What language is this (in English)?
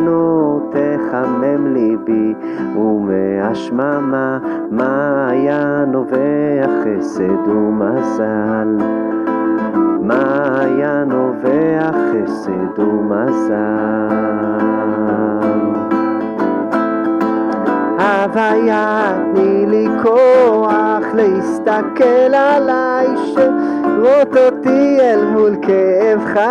Hebrew